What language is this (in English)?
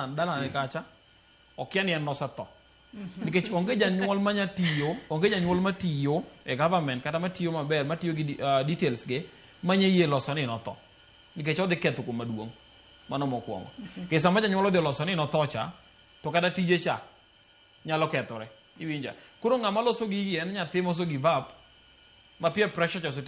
Luo (Kenya and Tanzania)